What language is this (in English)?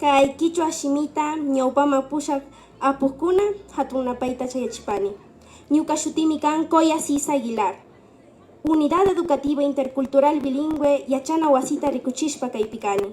Imbabura Highland Quichua